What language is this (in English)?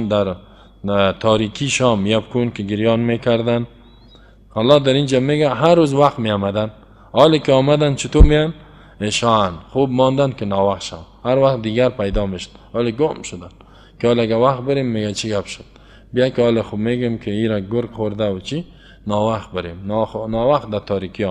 Persian